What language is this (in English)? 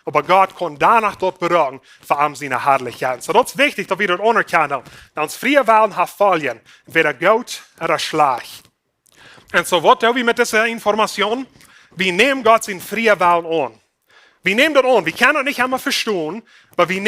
Plautdietsch